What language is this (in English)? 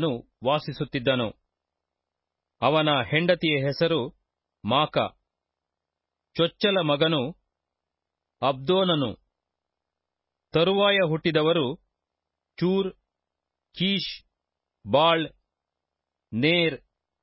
Kannada